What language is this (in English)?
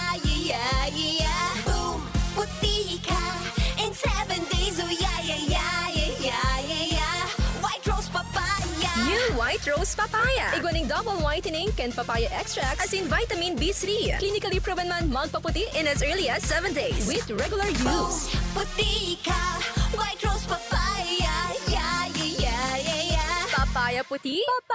Bikol